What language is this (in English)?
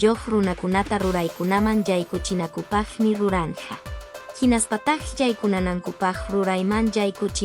Quechua